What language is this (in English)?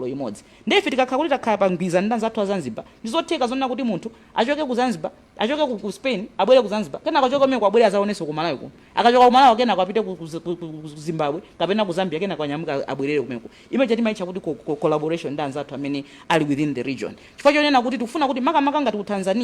Nyanja